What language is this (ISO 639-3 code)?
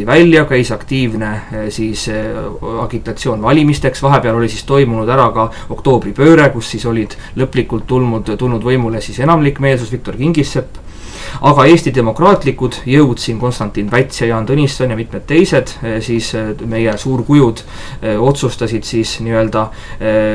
est